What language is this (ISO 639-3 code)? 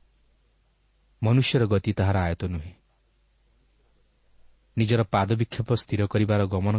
ori